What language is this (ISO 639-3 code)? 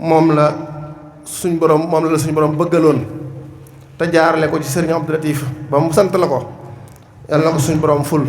wol